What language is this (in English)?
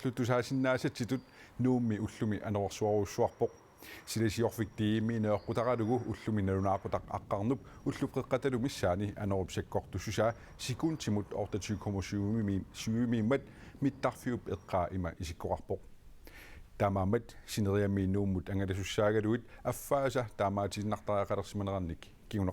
Kalaallisut